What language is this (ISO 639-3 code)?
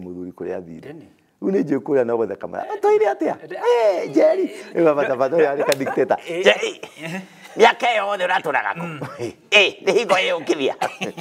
kik